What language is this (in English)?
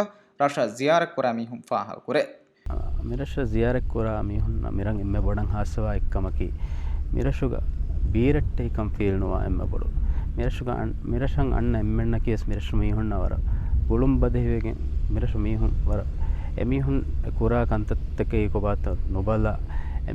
Divehi